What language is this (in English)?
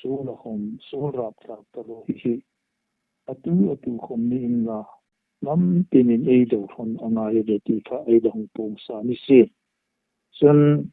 Hmar